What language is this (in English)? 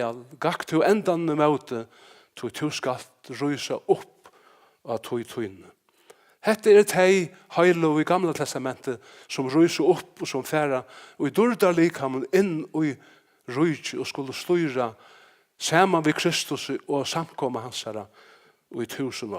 Faroese